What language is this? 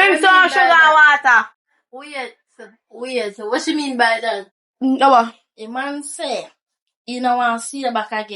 Jamaican Creole English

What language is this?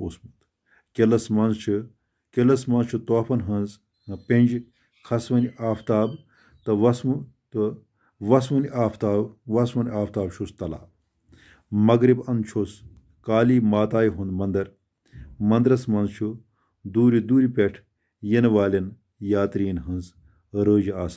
Kashmiri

